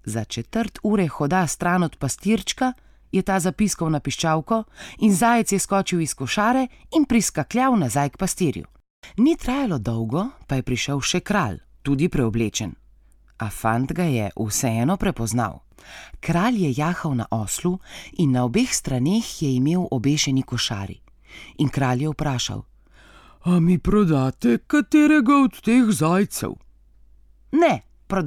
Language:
Slovenian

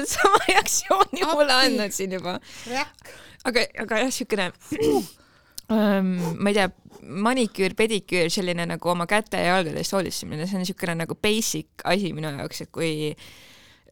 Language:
Estonian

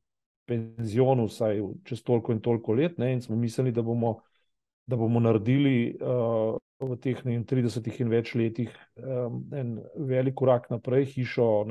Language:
Slovenian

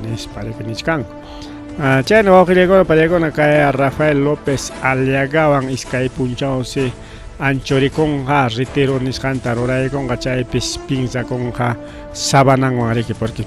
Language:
Ayacucho Quechua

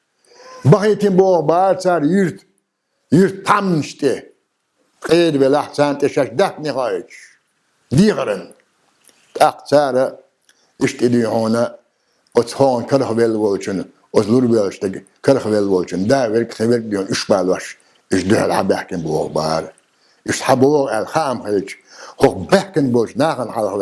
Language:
Chechen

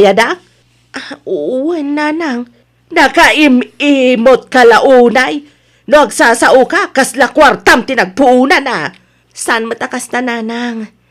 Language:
Iloko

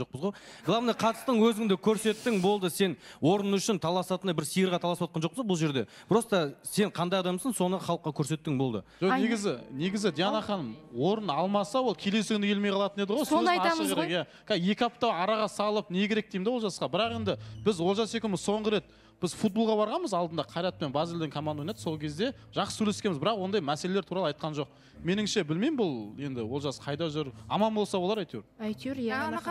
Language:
Kazakh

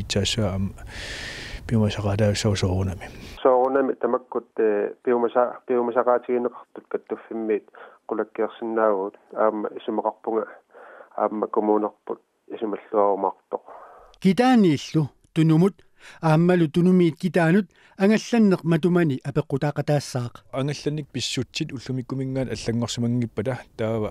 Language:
Kalaallisut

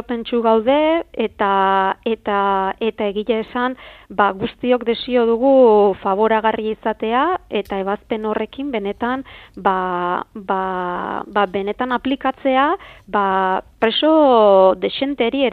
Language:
Basque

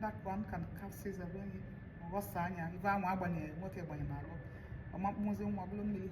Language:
Igbo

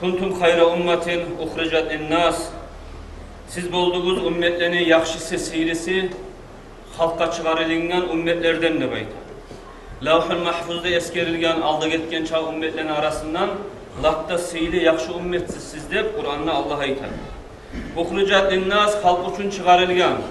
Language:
Kumyk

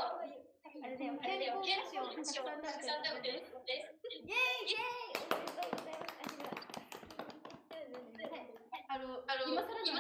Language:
Japanese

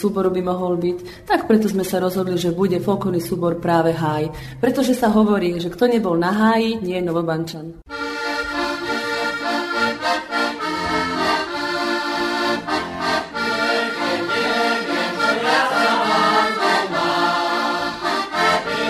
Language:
Slovak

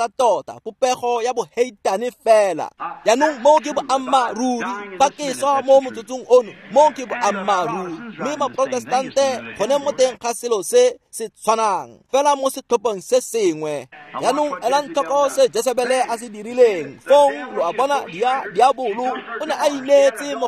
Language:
Tswana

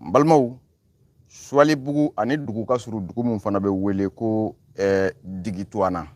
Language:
Bambara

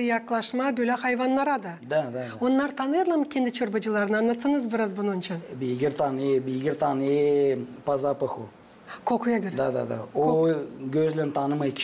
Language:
Gagauz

